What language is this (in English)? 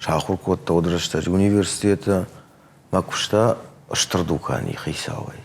Ossetic